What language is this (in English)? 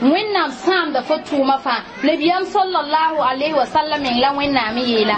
Mossi